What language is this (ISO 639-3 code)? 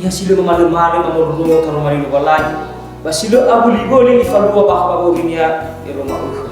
nia